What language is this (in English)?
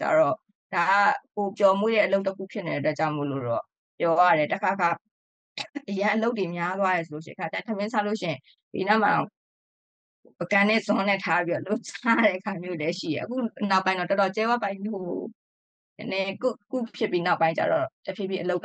Burmese